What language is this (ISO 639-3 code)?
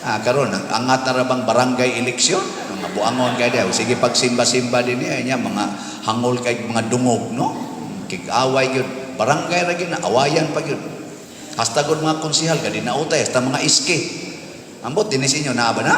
ceb